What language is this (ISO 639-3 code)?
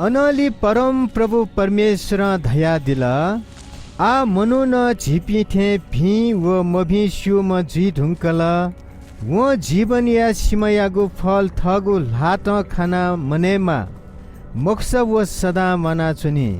new